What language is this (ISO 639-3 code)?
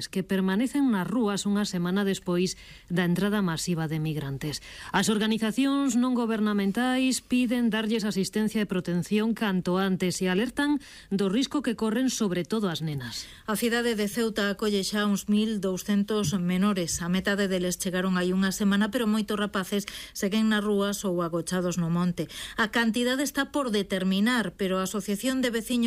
glg